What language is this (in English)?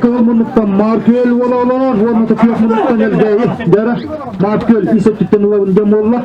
Yakut